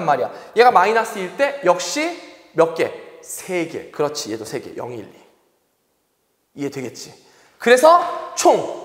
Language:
Korean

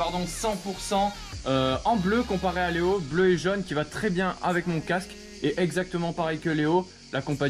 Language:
French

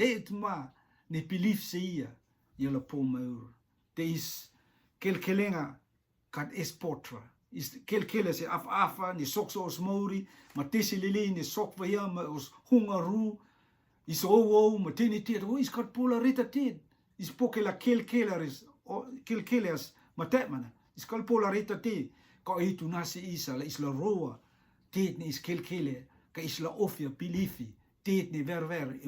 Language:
Rotuman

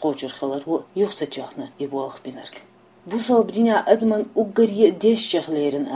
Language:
Chechen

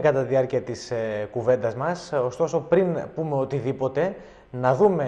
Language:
Greek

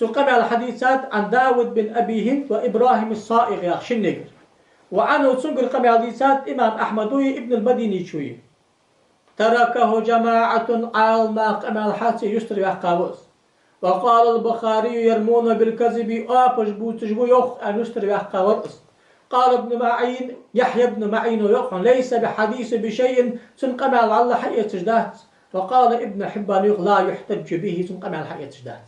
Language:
Ingush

